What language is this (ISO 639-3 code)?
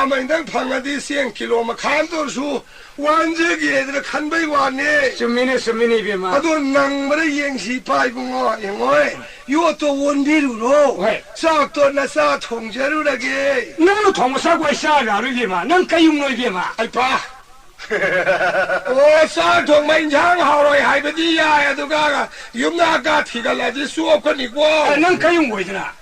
mni